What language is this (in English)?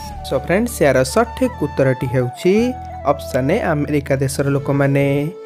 Odia